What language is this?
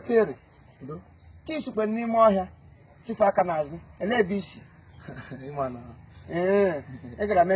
Igbo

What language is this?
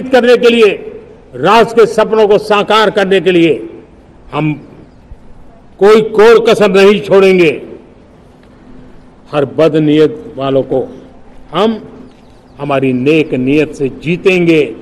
Hindi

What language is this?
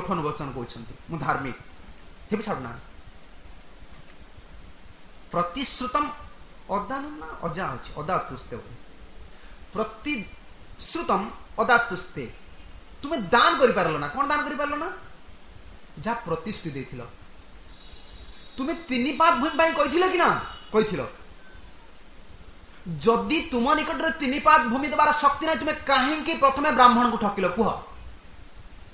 Odia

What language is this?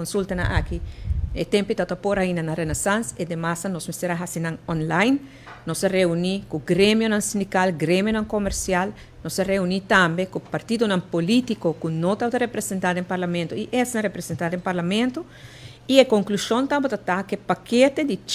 Papiamento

